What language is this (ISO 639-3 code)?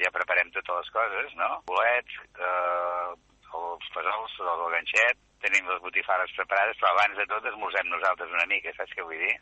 cat